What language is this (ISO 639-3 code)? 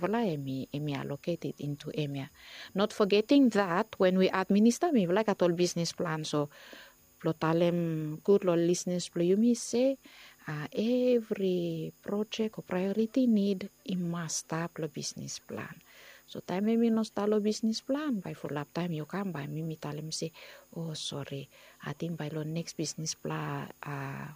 bis